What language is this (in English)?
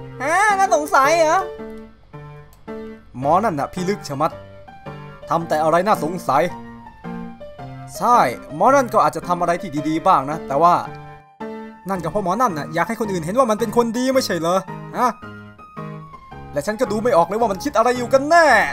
Thai